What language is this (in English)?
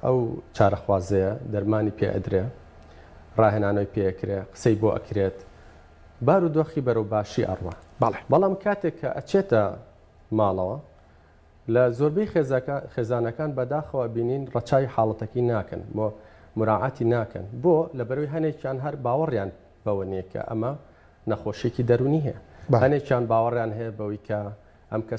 Central Kurdish